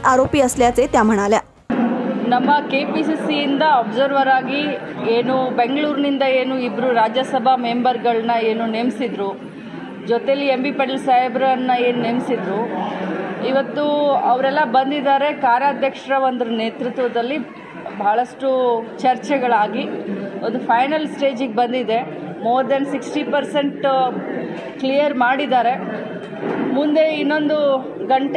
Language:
Kannada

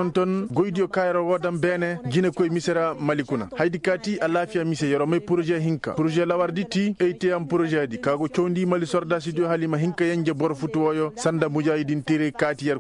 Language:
Koyraboro Senni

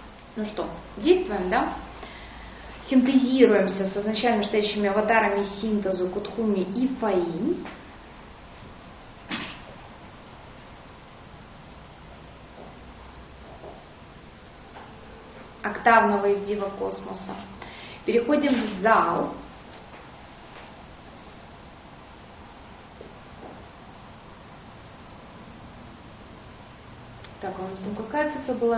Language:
Russian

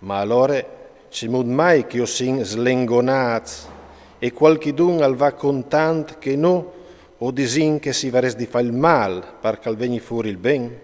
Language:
Friulian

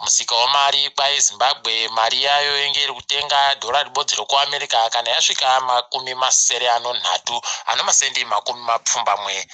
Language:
Ndau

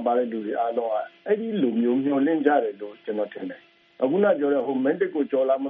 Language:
Burmese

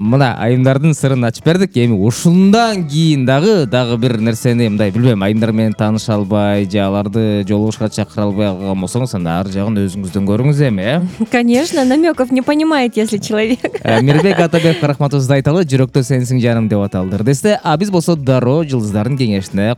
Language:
Kyrgyz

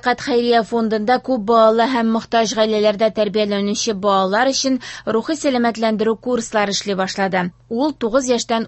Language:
Tatar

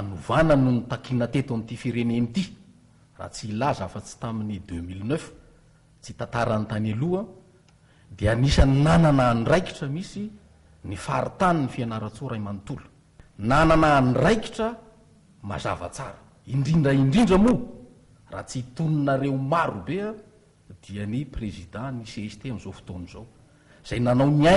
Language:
Malagasy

